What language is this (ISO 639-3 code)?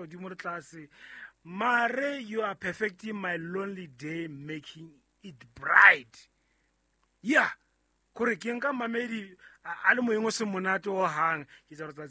sot